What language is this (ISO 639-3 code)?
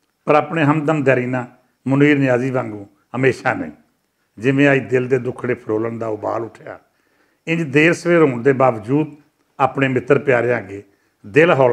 lah